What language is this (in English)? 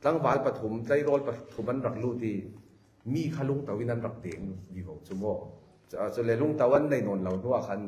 Falam Chin